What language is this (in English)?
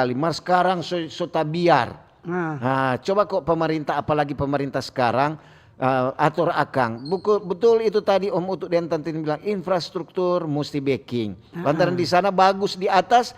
Manado Malay